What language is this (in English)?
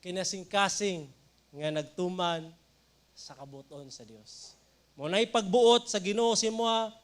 Cebuano